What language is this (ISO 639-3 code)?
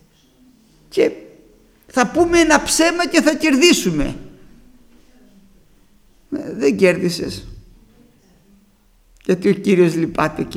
ell